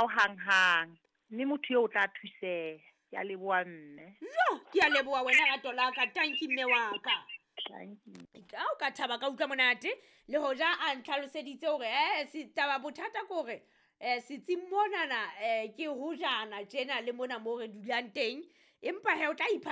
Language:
Southern Sotho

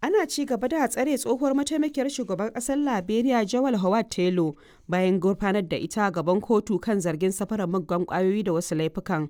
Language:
Hausa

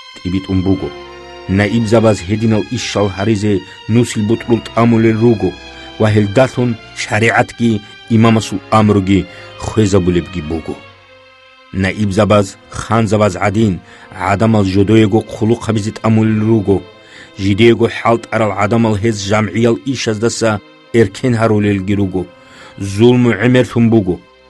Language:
Avaric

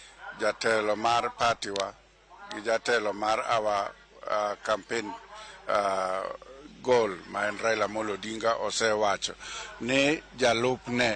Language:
Luo (Kenya and Tanzania)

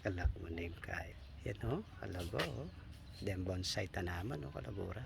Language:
Pampanga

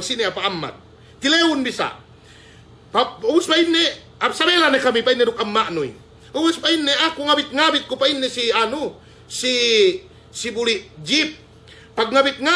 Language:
Yakan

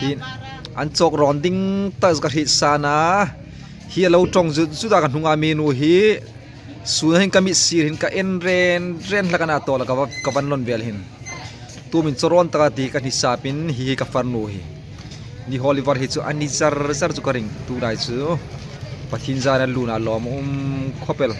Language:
Hmar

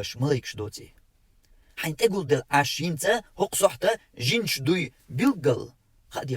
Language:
Chechen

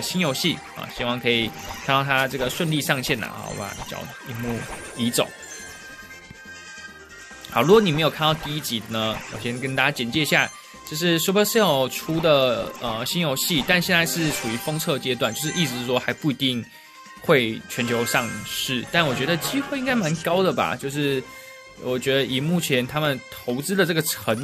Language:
Chinese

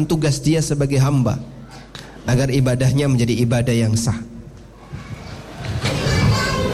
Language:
Indonesian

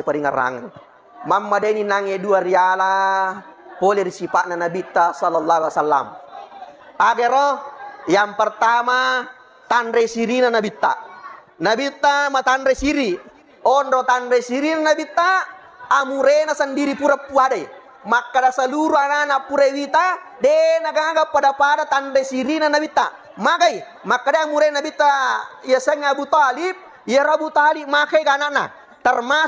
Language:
Buginese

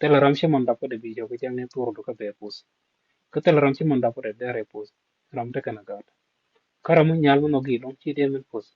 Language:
Nuer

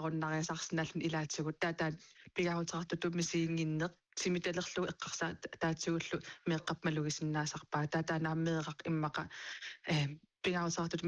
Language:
Kalaallisut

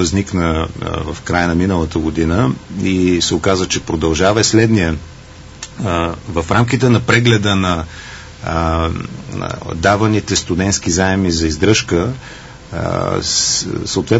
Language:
Bulgarian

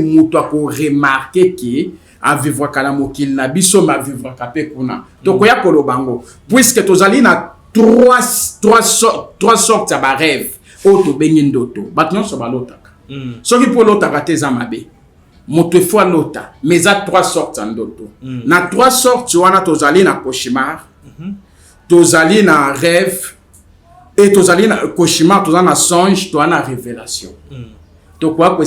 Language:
Lingala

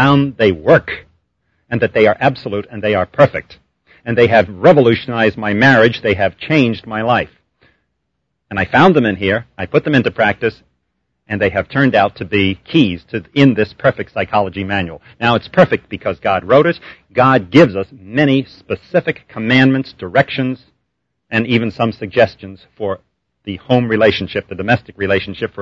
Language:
English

